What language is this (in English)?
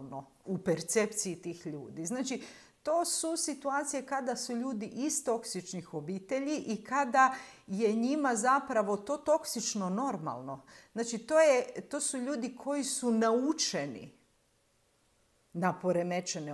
Croatian